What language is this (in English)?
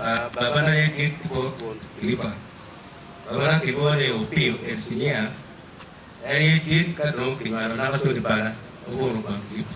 Acoli